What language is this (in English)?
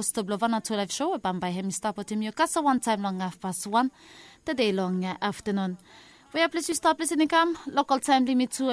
Bislama